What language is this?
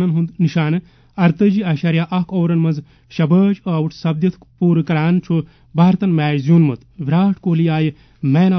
Kashmiri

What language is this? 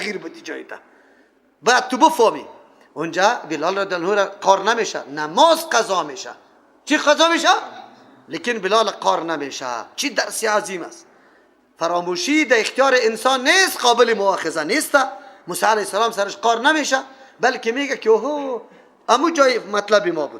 Persian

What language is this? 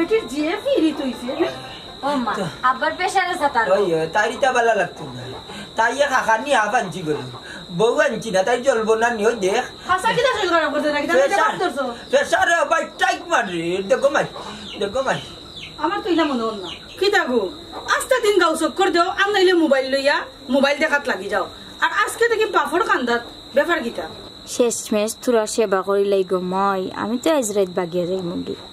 Sylheti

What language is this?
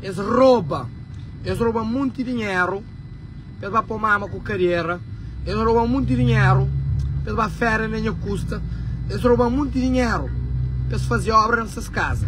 Kabuverdianu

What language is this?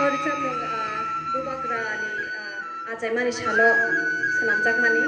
Kok Borok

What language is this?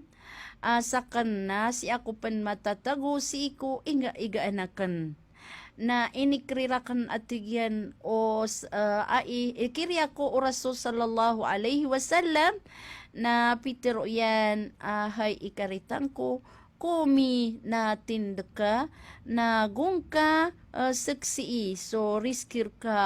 Maranao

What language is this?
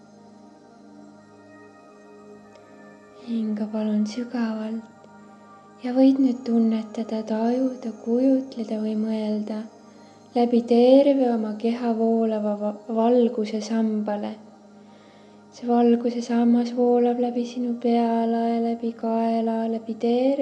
Estonian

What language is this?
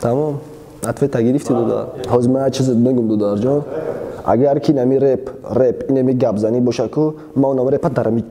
Tajik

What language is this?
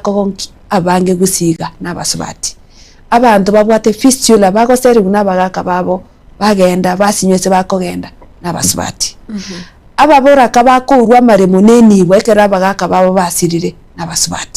Gusii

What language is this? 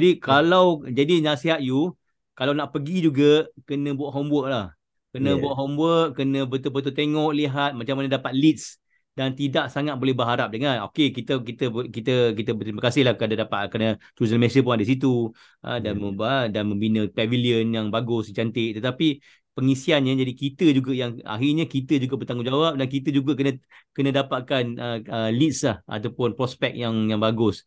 Malay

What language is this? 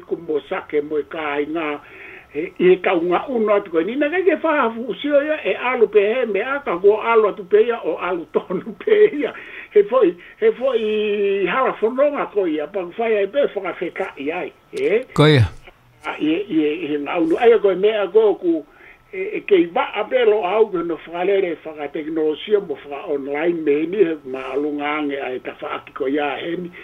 Tongan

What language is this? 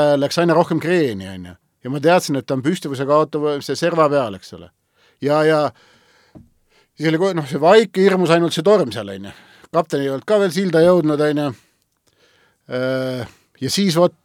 Estonian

